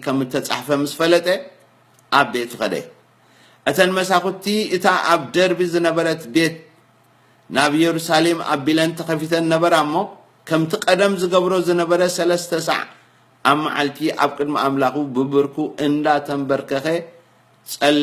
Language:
Tigrinya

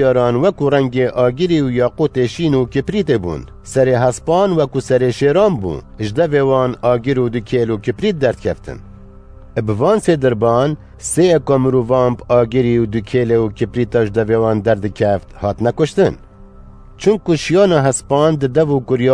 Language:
Kurdish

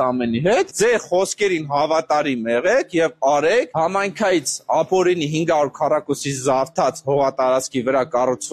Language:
Armenian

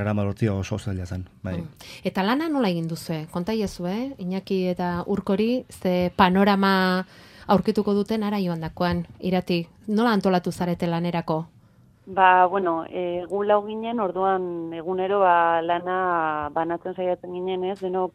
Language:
Basque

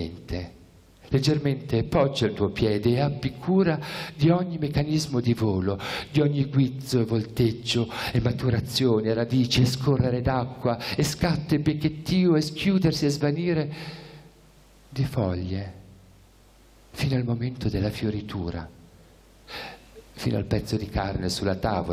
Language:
Italian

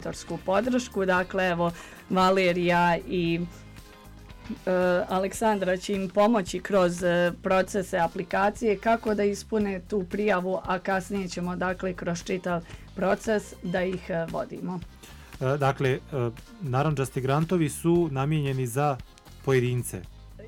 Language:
Bosnian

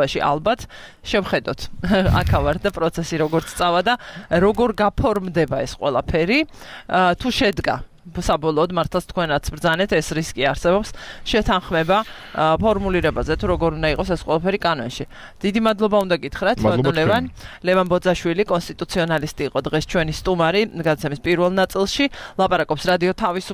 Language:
Georgian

